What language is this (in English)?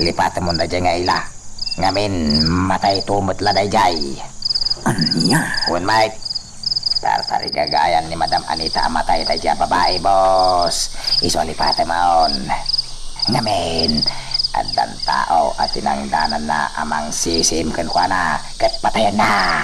Iloko